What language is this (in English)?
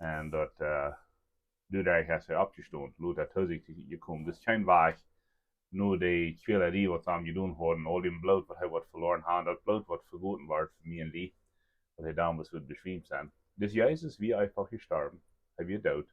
Plautdietsch